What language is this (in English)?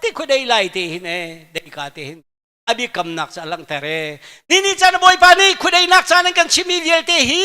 Hakha Chin